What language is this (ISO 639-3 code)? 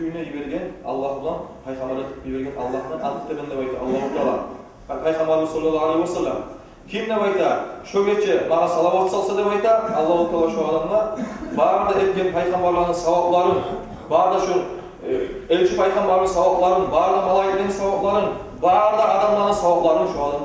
kum